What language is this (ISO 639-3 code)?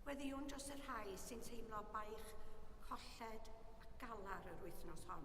cym